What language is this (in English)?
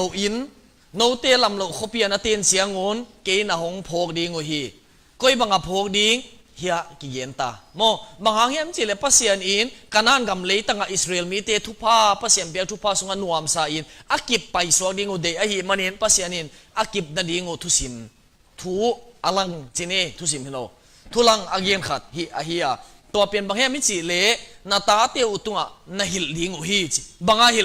Tedim Chin